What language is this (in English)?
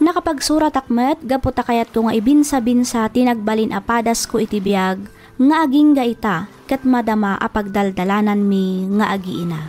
Iloko